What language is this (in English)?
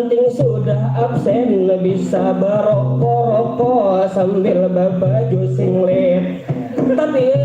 Banjar